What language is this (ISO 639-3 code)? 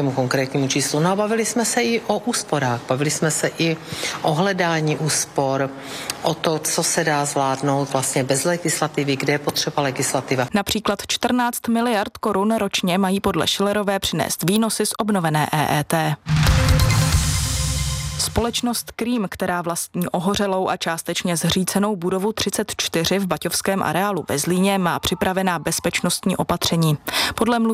ces